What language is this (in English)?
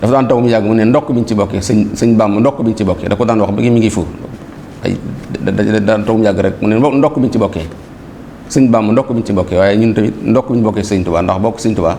Wolof